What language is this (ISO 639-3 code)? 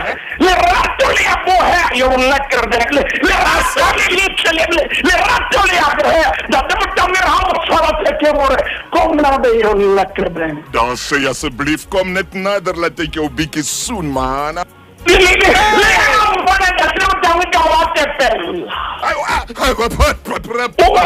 sot